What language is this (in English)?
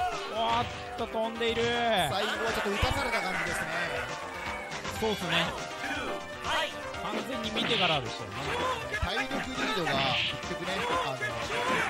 Japanese